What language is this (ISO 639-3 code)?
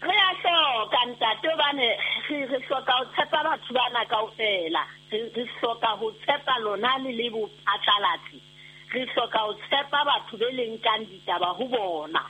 sot